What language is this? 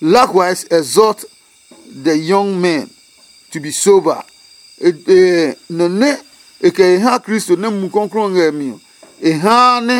Adangme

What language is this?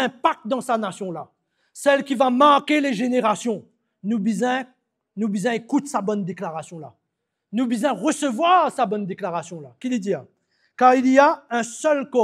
Morisyen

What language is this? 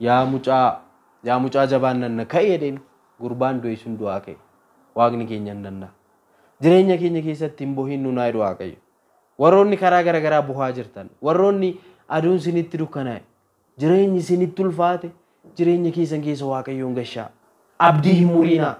Oromo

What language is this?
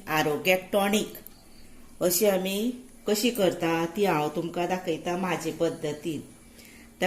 Konkani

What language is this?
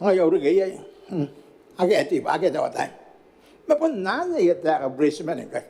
Gilbertese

